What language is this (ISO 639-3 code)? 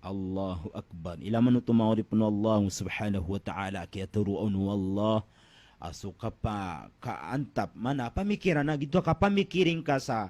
mrw